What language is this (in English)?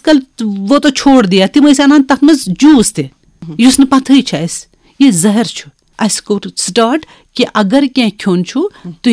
Kashmiri